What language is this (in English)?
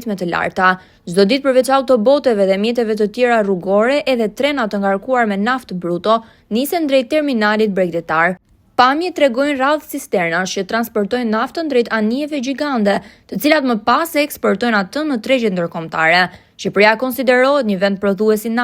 Albanian